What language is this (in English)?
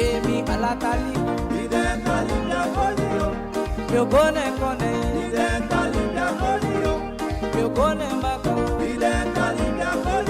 Saramaccan